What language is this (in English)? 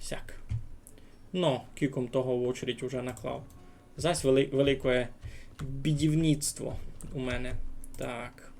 Rusyn